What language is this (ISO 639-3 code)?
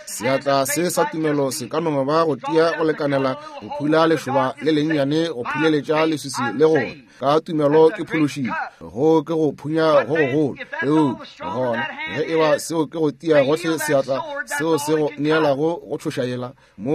nso